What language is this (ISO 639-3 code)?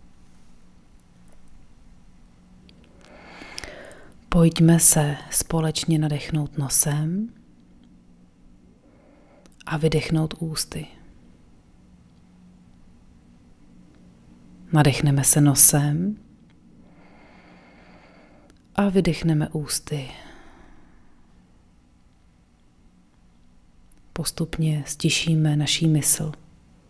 ces